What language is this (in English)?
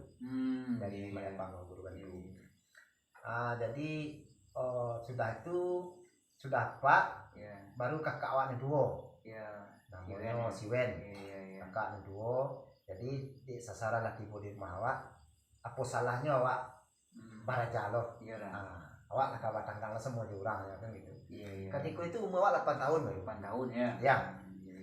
Minangkabau